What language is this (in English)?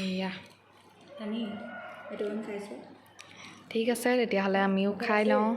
Assamese